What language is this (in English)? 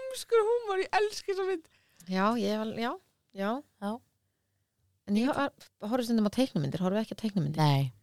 Icelandic